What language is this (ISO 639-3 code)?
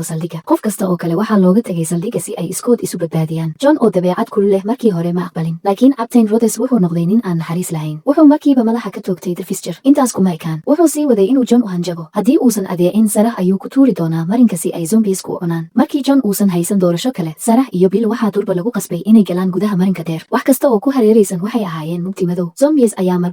som